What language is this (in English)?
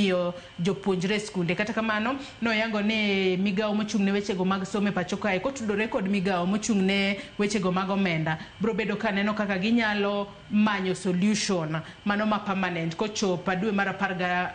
Luo (Kenya and Tanzania)